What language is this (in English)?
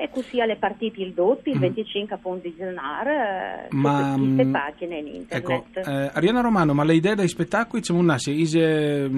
Friulian